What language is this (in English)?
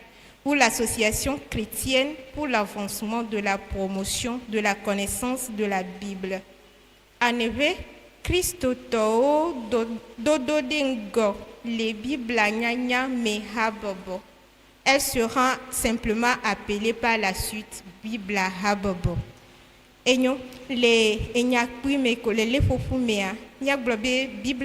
Ewe